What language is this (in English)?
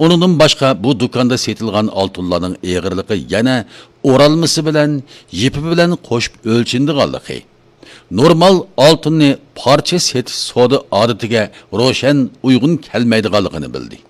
Uyghur